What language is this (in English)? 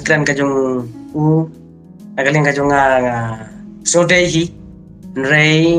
Khasi